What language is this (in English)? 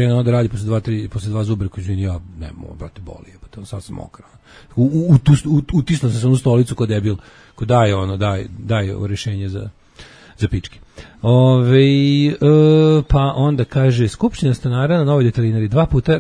Serbian